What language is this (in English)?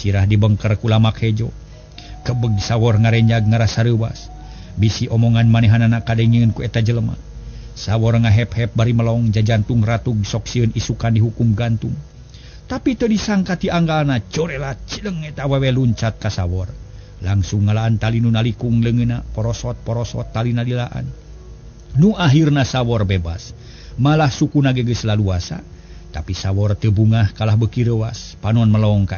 Sundanese